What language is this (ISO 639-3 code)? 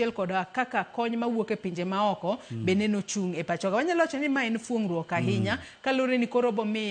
luo